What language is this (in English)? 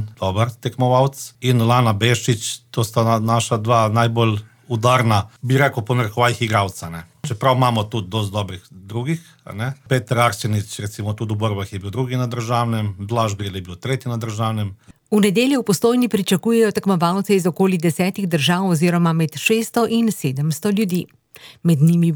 Slovenian